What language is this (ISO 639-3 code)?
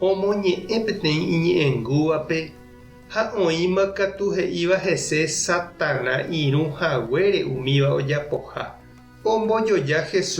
grn